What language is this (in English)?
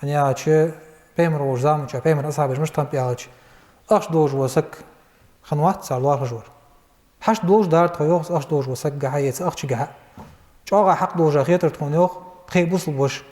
Ingush